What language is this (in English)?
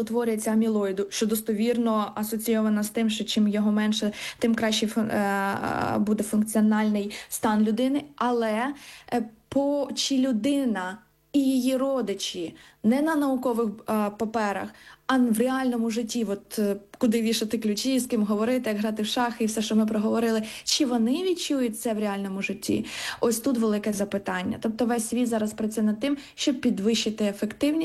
Ukrainian